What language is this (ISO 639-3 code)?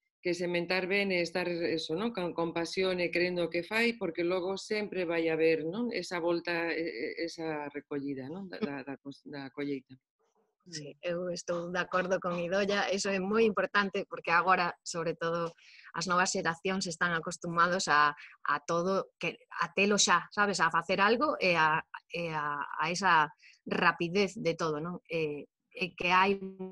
glg